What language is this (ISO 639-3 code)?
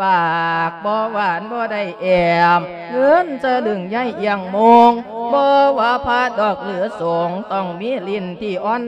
lao